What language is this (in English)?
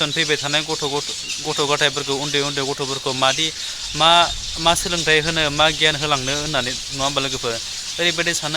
Bodo